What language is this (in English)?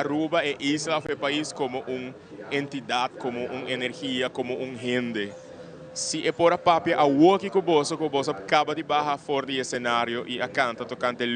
Papiamento